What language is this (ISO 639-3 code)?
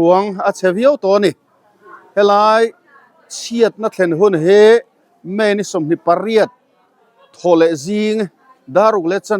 lus